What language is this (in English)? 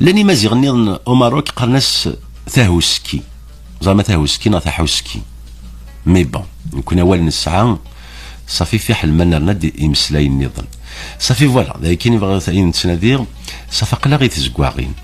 Kabyle